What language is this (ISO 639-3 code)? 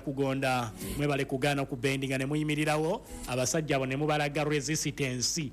lug